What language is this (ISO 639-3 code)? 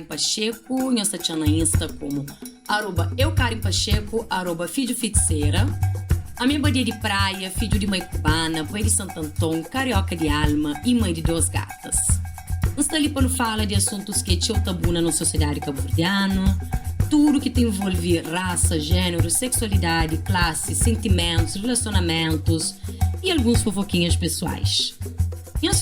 kea